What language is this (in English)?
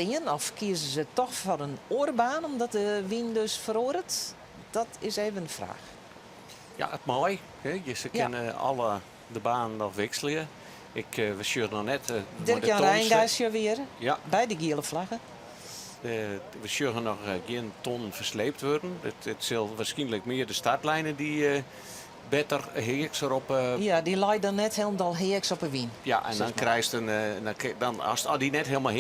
Western Frisian